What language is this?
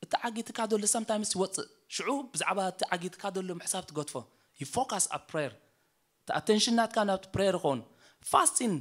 Tigrinya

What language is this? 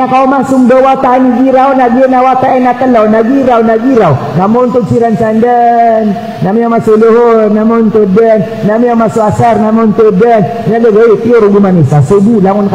Maranao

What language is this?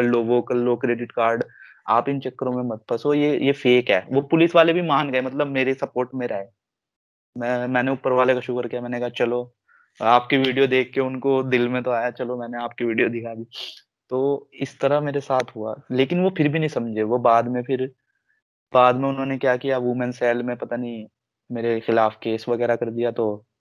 Hindi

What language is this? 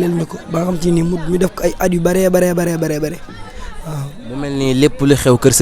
Wolof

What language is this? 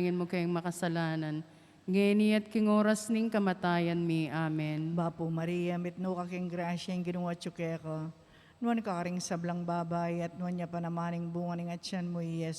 Pampanga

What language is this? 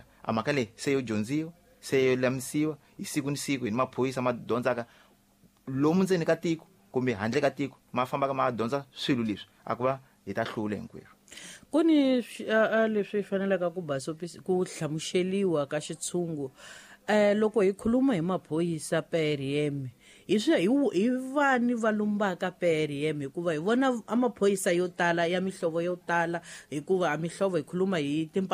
Tsonga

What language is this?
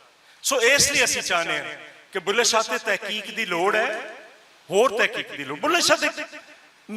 Western Panjabi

